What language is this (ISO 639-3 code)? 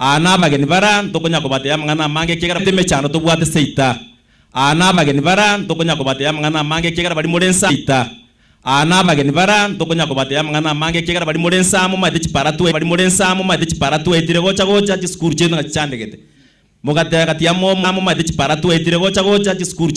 guz